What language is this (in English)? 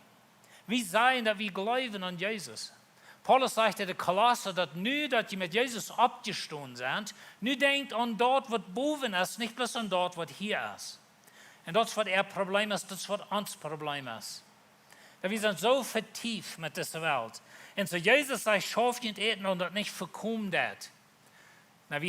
Plautdietsch